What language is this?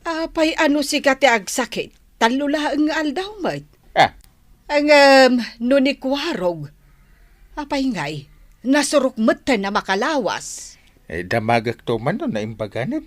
Iloko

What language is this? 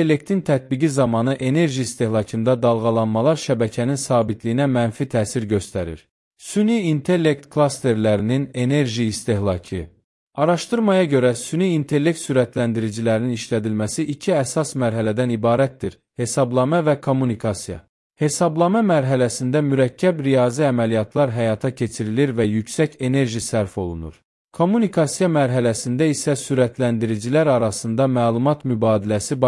Azerbaijani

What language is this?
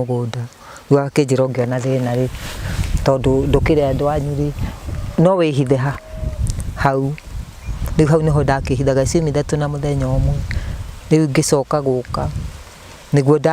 Kikuyu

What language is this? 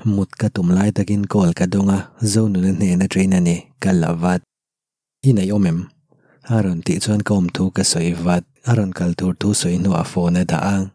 Mizo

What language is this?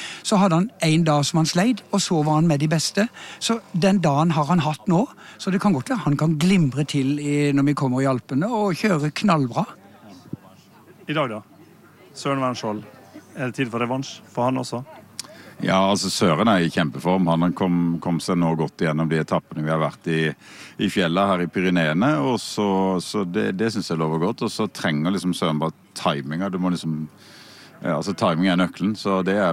Norwegian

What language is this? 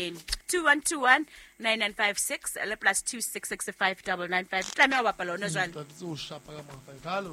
Southern Sotho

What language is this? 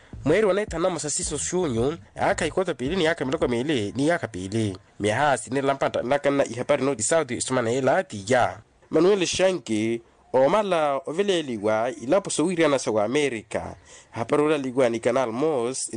Makhuwa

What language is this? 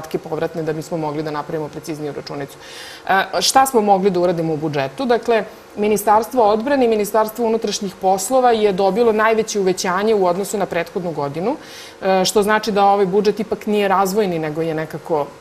Serbian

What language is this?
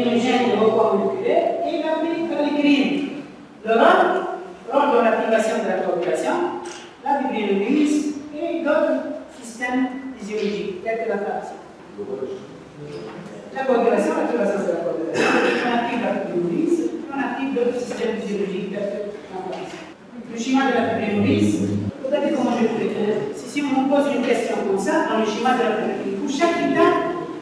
French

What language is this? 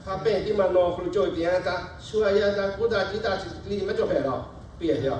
Lahu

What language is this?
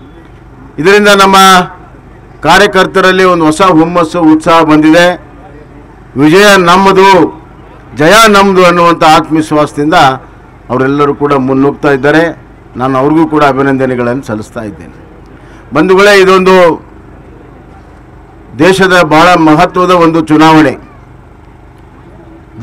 Kannada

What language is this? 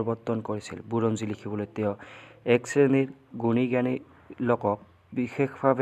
Assamese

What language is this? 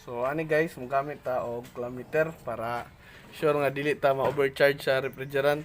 Cebuano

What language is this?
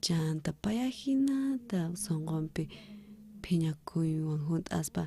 South Bolivian Quechua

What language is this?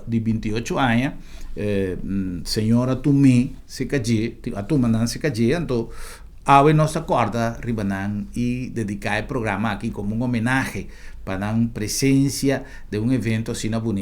Papiamento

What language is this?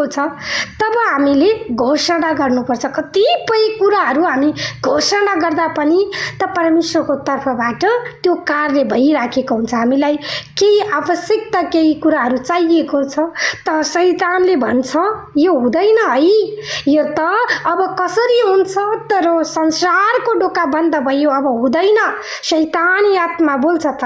Nepali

